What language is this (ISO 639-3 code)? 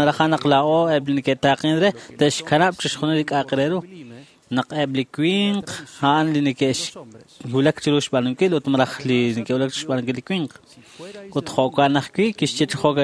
kek